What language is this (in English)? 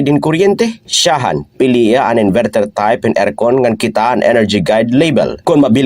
Waray